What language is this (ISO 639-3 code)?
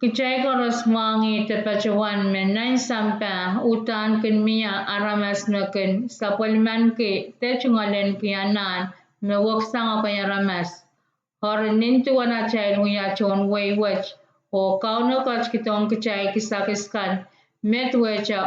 pon